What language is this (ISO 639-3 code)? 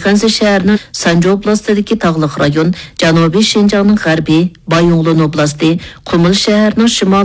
uig